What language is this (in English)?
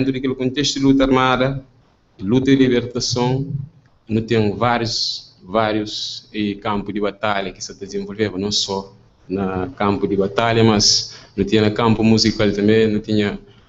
Kabuverdianu